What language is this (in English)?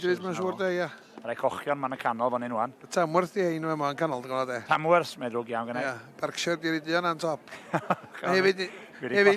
Welsh